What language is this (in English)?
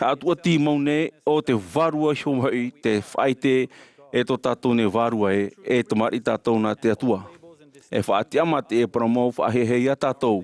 Tahitian